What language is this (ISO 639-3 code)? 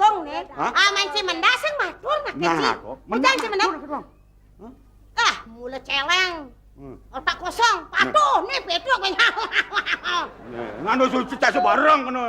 ban